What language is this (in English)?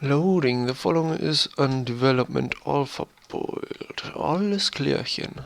Bavarian